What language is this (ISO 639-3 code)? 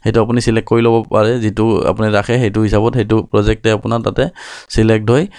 asm